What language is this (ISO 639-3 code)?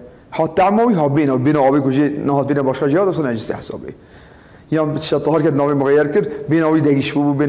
kur